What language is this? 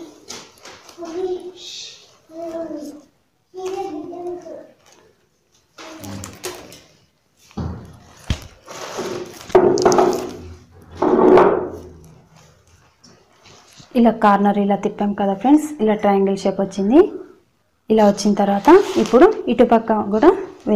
Telugu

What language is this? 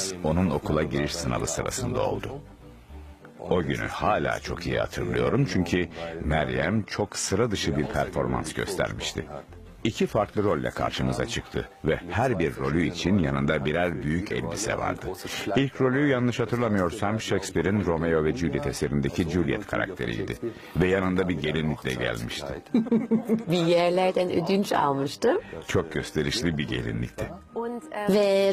Turkish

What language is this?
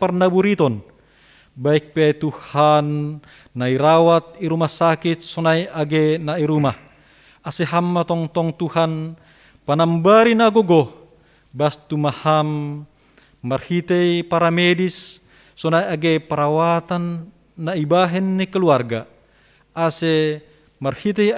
Batak Simalungun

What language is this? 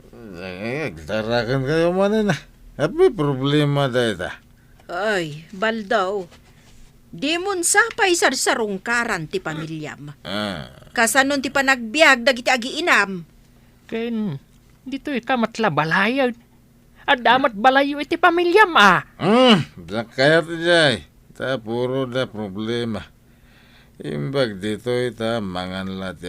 Iloko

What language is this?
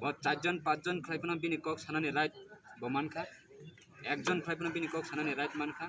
Kok Borok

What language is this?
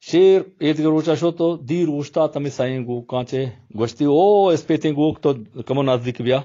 Baluchi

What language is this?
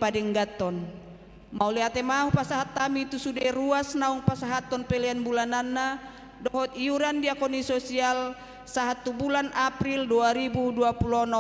Batak Toba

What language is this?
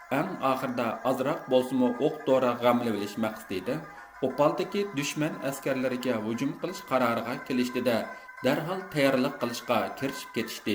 Uyghur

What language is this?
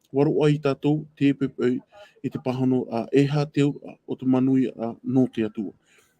Tahitian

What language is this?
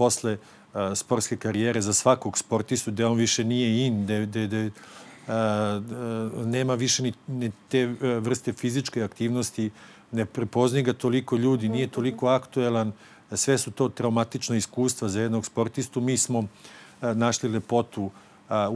Serbian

